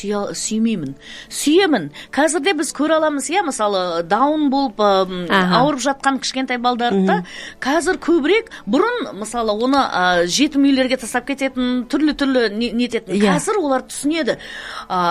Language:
Kazakh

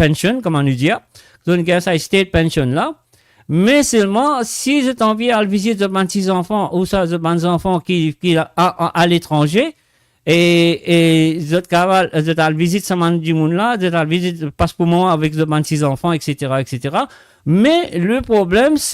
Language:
Morisyen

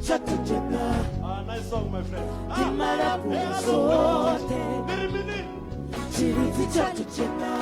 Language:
Venda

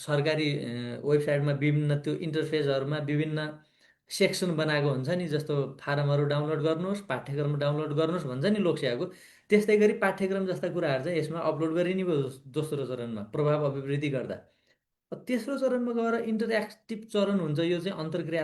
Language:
Nepali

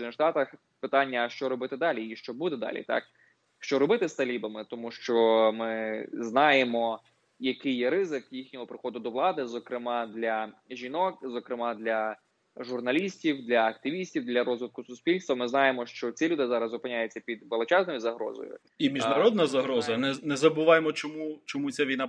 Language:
Ukrainian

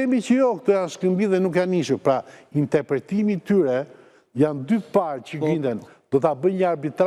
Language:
Albanian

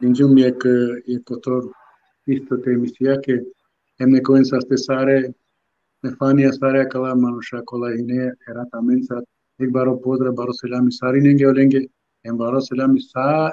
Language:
Balkan Romani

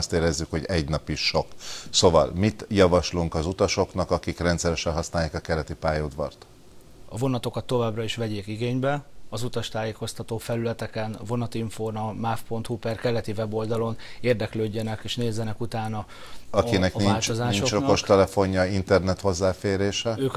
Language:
Hungarian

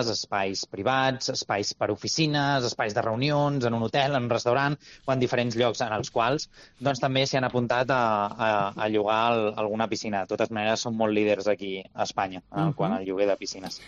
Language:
Catalan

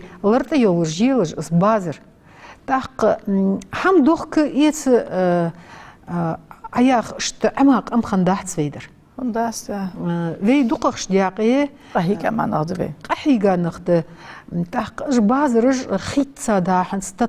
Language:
Ingush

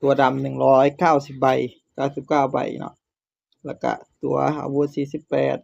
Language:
Northeastern Thai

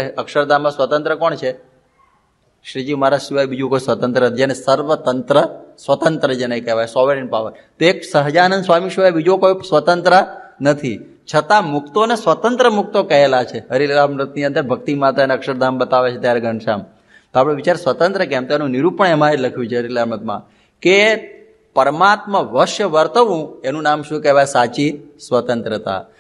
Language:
Gujarati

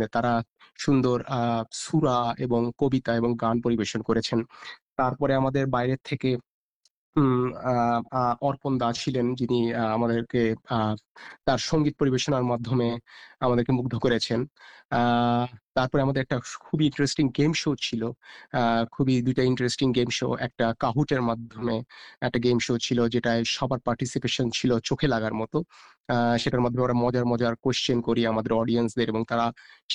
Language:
Bangla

